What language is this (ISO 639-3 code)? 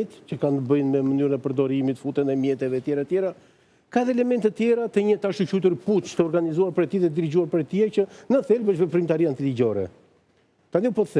sqi